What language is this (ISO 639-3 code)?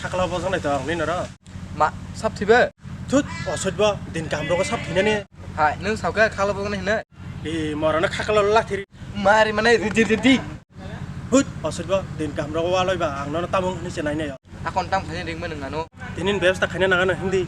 trp